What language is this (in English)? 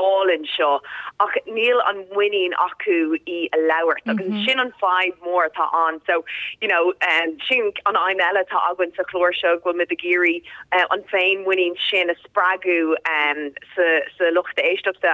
Irish